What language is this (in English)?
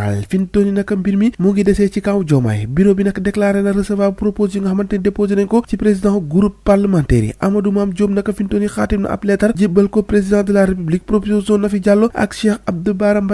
Wolof